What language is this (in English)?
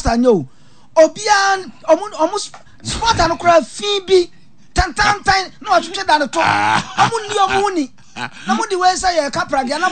Akan